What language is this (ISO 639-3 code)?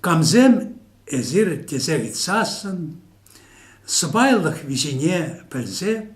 chv